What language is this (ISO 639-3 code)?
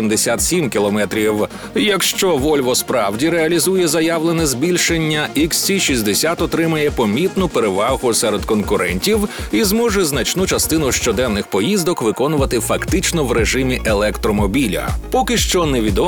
ukr